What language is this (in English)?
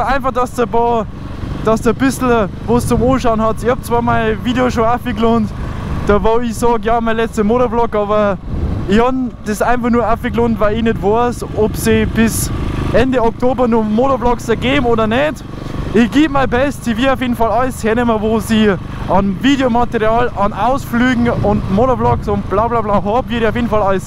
Bavarian